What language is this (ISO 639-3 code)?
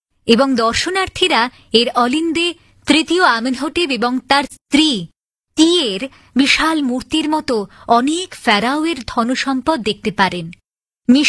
ben